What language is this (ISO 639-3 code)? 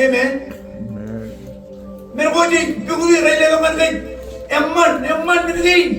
mah